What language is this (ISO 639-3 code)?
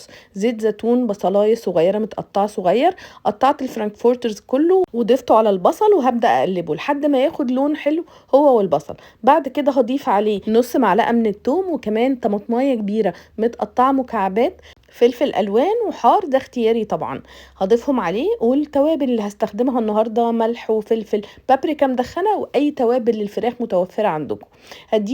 arz